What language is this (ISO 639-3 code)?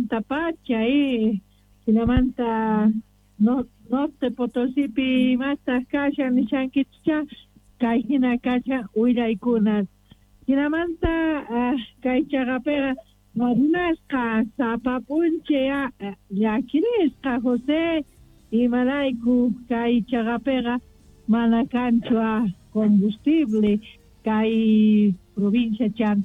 quh